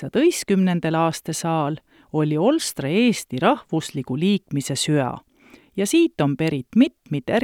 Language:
Estonian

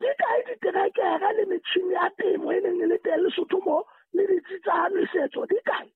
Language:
Southern Sotho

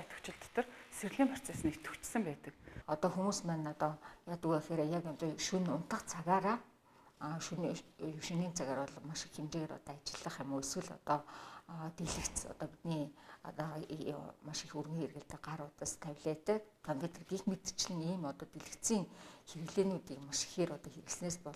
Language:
Mongolian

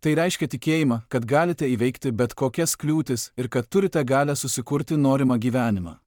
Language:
Lithuanian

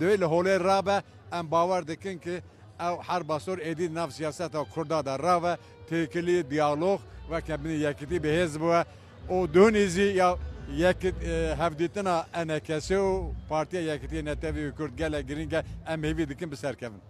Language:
Kurdish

